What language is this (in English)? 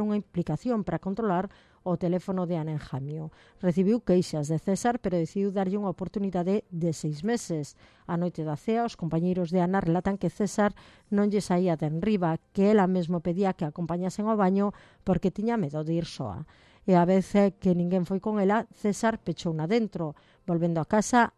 Galician